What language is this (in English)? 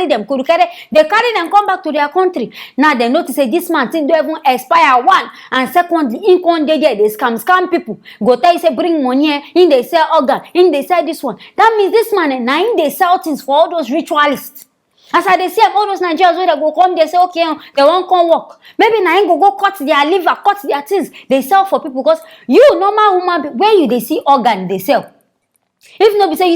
Nigerian Pidgin